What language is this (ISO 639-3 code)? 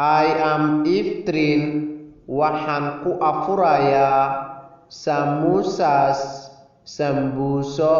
som